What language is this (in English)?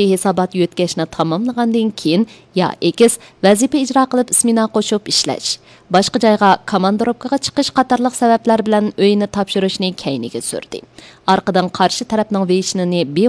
Uyghur